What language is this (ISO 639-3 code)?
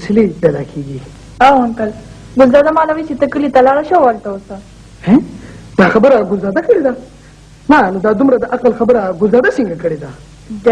pus